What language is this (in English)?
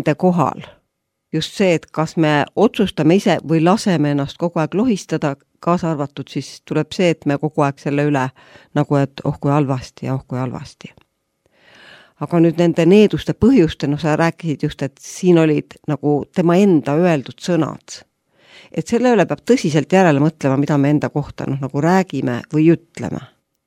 Estonian